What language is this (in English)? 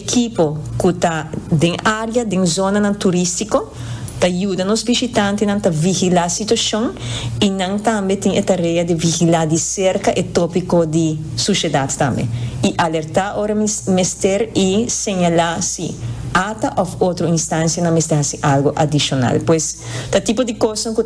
Papiamento